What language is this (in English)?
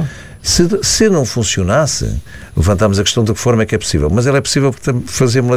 Portuguese